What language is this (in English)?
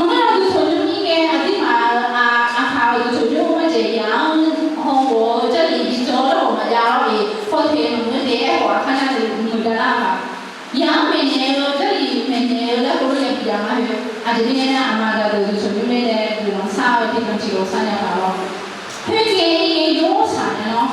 Akha